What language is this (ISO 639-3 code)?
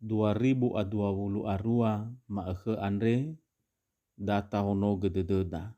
nia